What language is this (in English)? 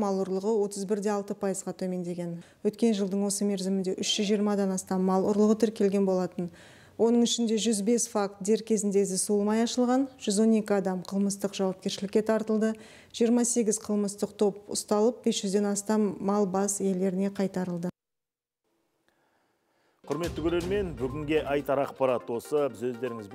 Kazakh